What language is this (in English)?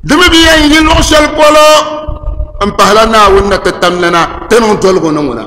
Dagbani